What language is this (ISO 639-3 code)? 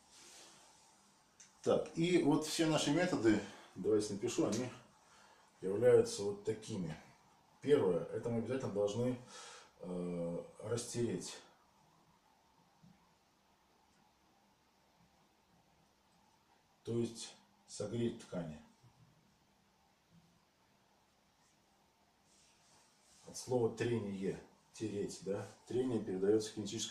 rus